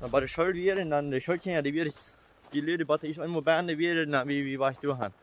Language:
Plautdietsch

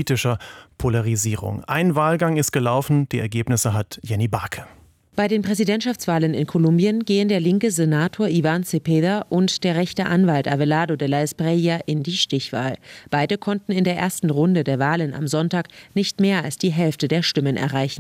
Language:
German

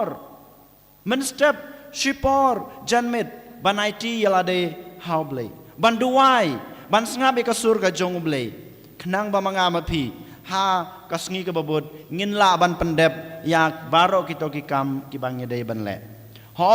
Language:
Khasi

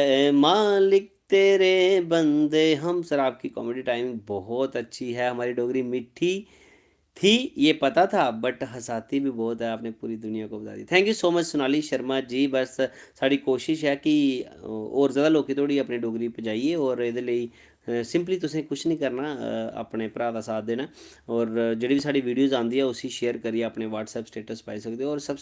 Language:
Dogri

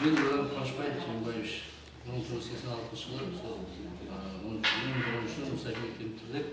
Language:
Kara-Kalpak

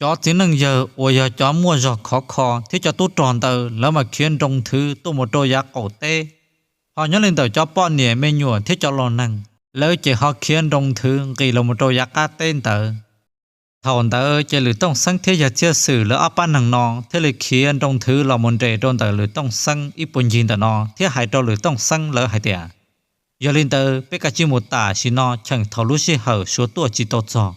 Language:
Hmong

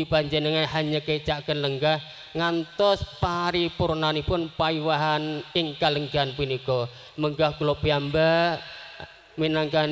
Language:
Javanese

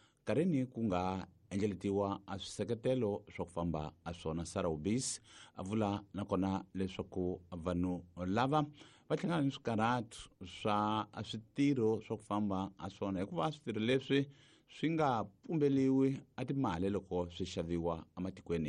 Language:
Tsonga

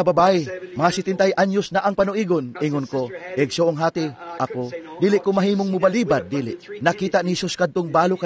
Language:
Cebuano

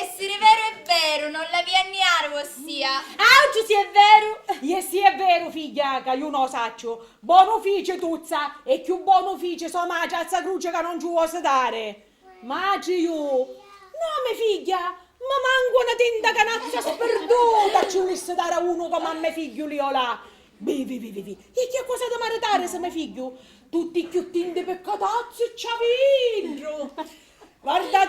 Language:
Sicilian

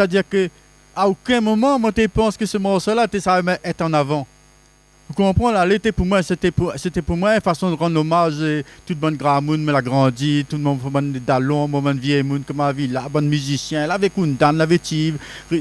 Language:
Réunion Creole French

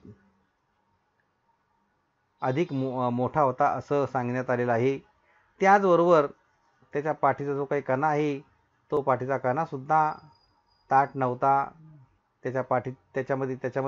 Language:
Marathi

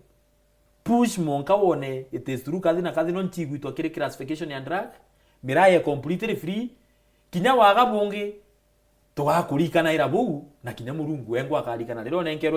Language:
Meru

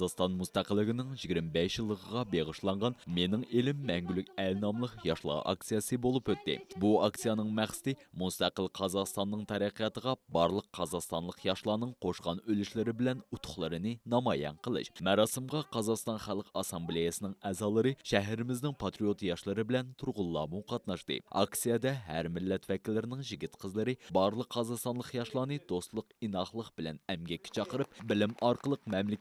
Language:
Uyghur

